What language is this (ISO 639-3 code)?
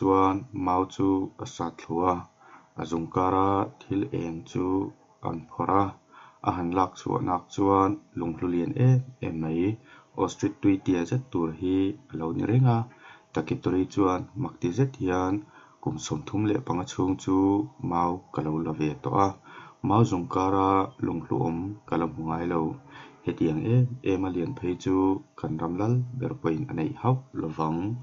lus